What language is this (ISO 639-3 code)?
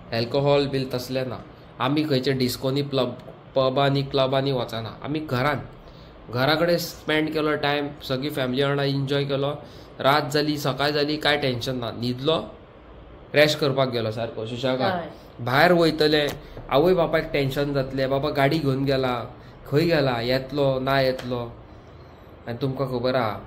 kok